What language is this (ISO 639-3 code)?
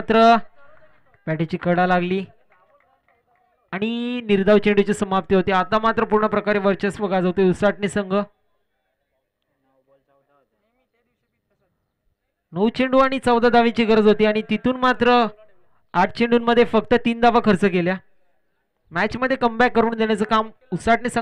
mar